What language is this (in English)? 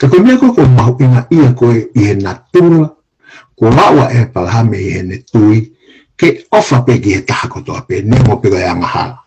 Tongan